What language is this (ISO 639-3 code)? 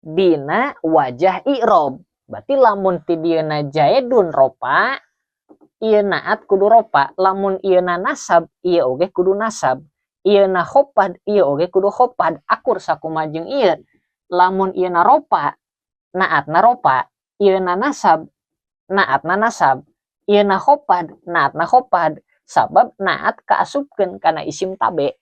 sun